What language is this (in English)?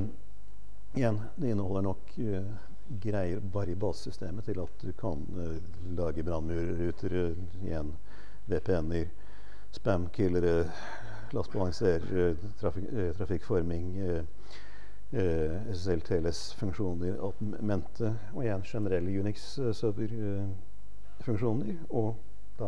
Norwegian